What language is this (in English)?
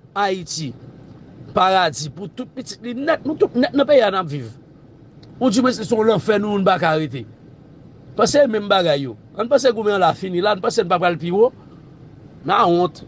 Haitian Creole